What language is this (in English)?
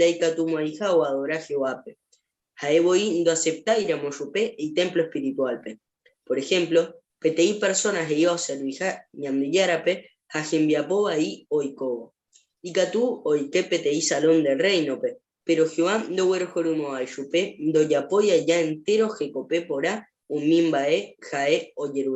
Guarani